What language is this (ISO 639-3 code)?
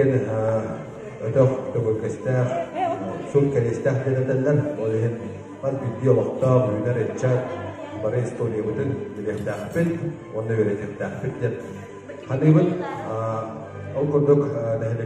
sah